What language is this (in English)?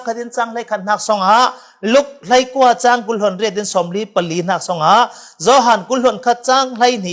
Falam Chin